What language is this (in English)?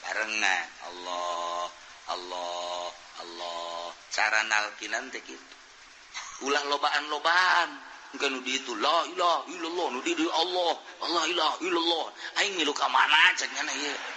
Sundanese